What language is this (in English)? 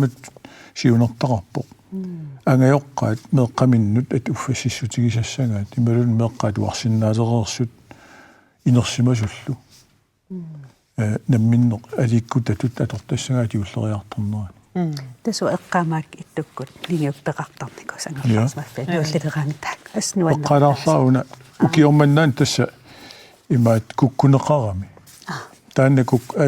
Kalaallisut